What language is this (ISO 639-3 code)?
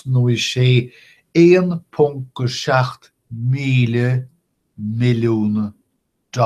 gle